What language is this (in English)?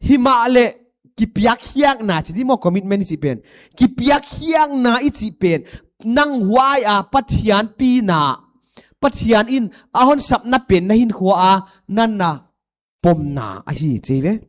Paite Chin